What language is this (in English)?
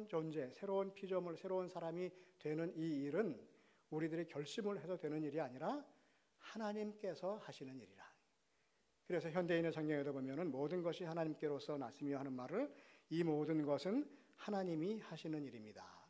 Korean